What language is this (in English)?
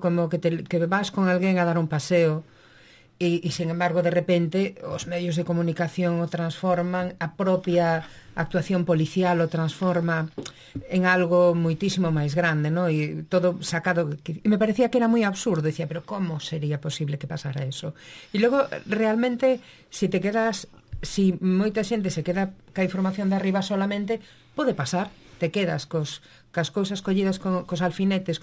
Galician